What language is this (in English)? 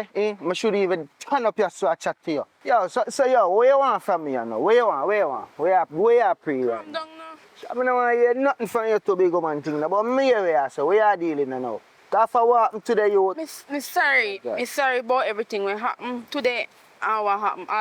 Jamaican Creole English